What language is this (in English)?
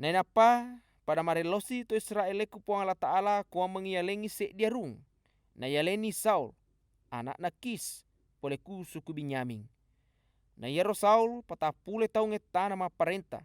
Buginese